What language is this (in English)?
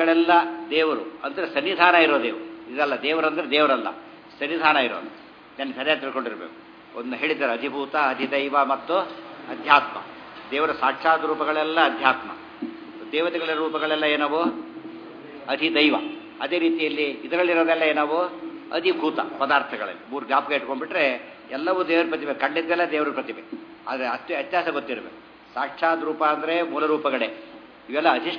Kannada